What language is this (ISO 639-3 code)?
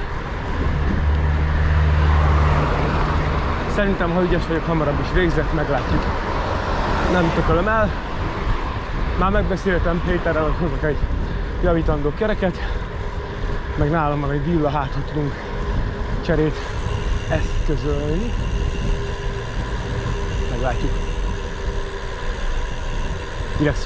hun